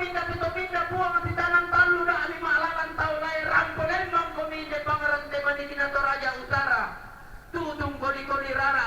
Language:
Toraja-Sa'dan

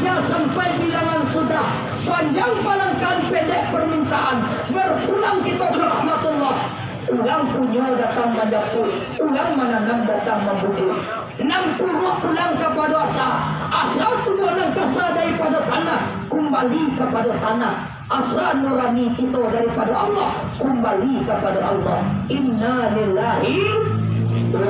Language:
Minangkabau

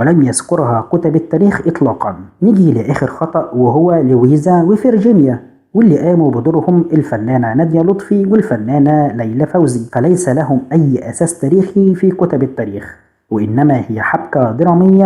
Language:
Egyptian Arabic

